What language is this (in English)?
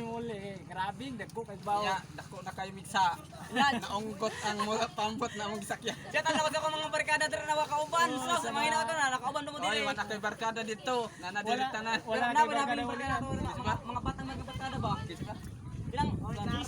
Cebuano